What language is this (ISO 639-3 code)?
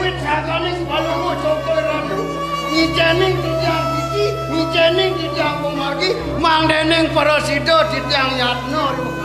ban